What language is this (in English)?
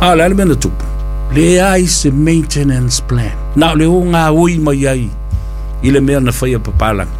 Samoan